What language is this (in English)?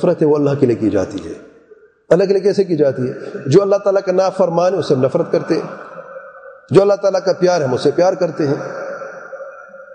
Urdu